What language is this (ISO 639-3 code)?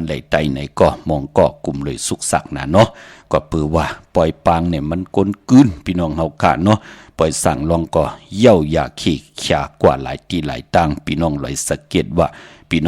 shn